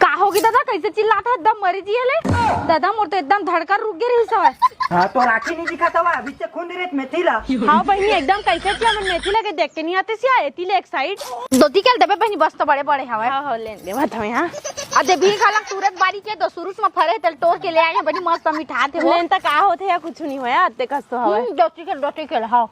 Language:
Chhattisgarhi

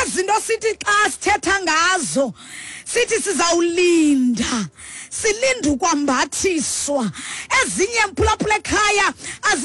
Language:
Xhosa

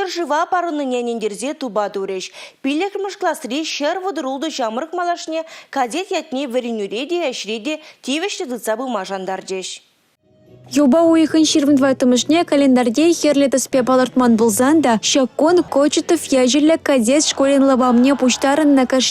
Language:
Chuvash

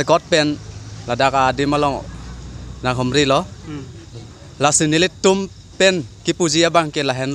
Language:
Karbi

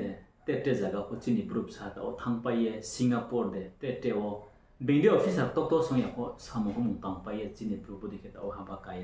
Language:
Riang (India)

